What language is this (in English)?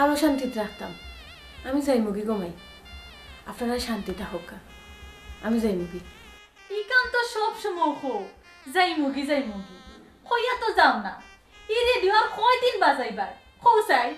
Sylheti